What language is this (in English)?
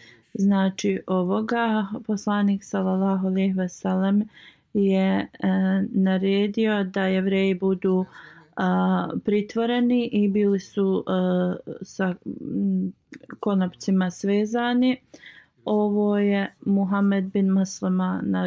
Bosnian